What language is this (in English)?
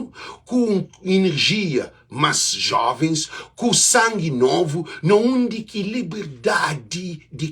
Kabuverdianu